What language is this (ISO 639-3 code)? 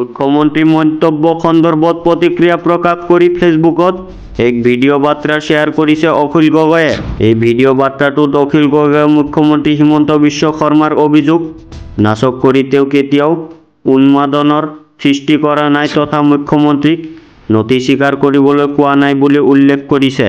asm